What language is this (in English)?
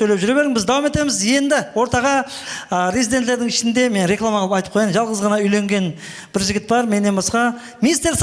Kara-Kalpak